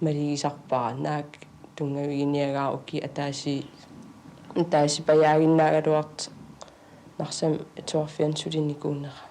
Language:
Kalaallisut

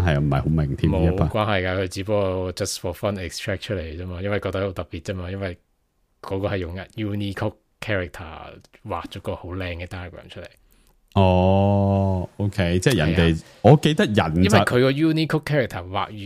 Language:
Cantonese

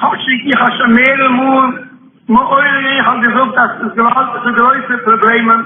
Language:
Yiddish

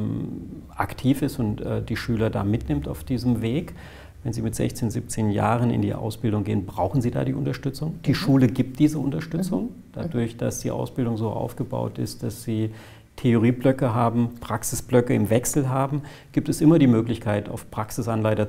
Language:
German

